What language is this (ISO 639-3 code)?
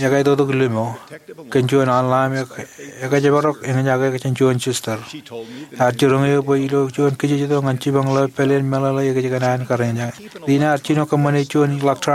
mah